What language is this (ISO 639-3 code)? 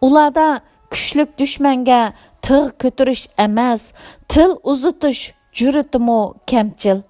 uig